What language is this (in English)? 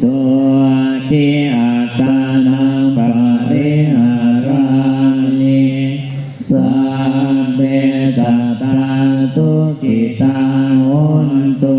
Pali